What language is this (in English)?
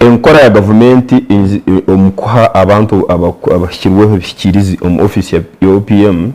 Nyankole